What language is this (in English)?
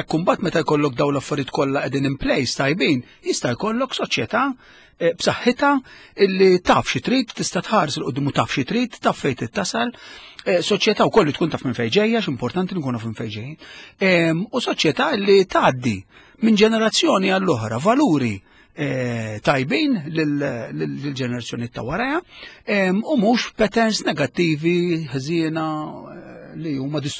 Maltese